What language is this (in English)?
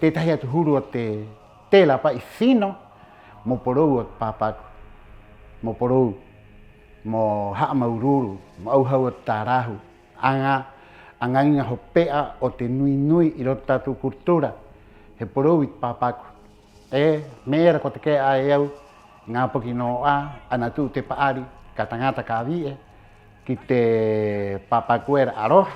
Rapanui